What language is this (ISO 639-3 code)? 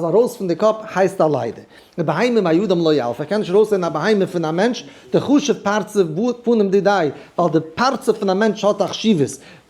yid